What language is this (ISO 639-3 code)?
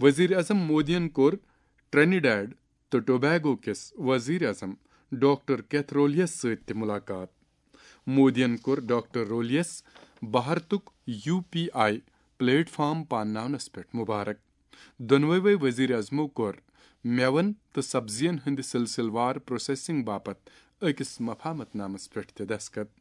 kas